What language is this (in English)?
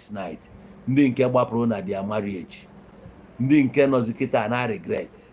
Igbo